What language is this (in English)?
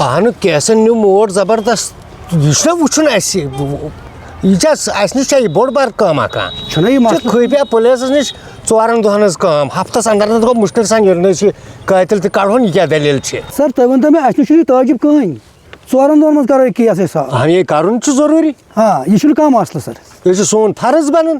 Kashmiri